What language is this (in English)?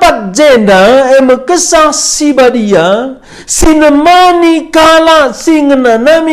Batak Karo